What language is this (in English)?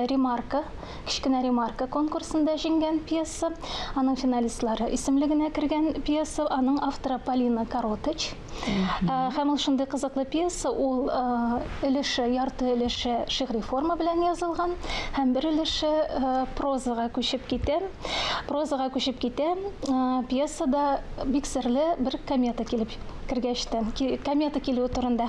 Tatar